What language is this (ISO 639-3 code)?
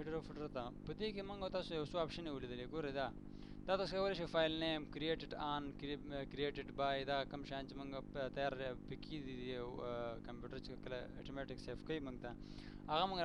pus